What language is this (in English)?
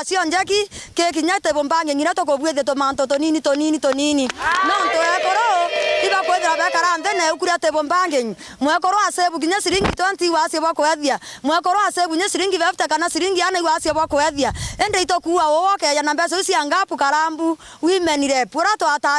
Meru